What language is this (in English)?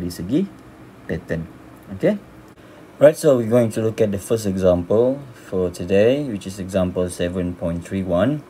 Malay